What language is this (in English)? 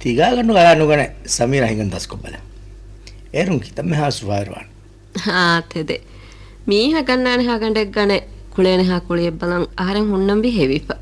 Divehi